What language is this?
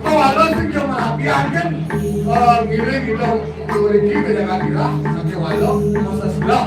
Balinese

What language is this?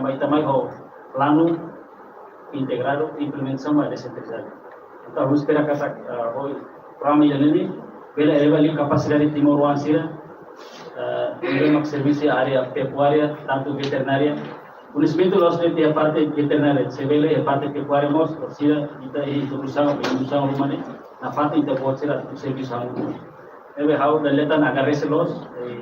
Tetum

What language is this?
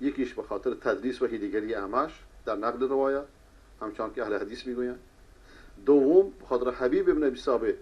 Persian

